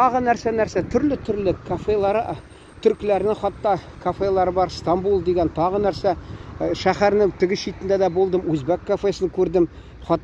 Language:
Tatar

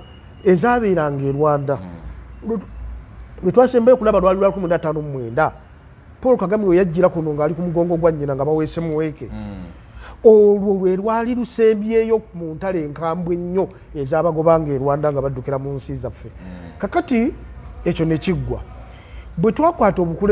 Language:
Ganda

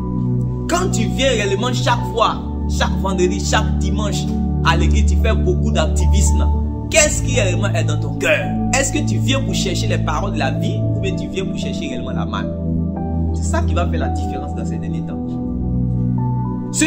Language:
French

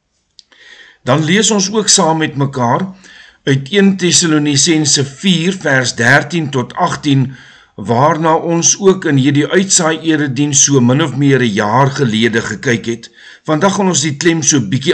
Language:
Afrikaans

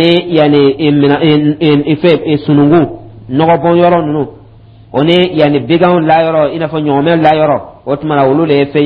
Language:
Dyula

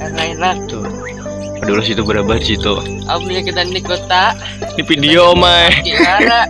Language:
Banjar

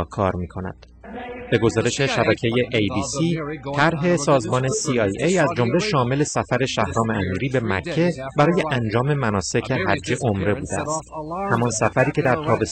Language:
Persian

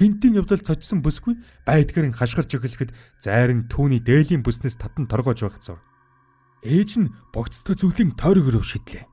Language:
Mongolian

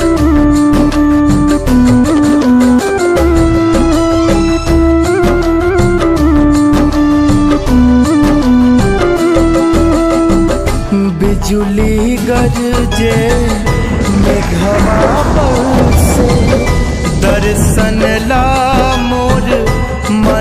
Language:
Bhojpuri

